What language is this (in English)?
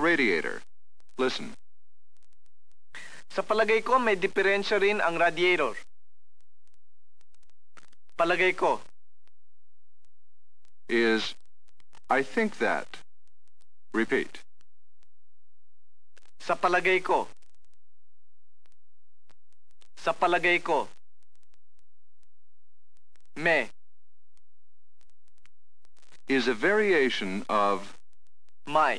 Filipino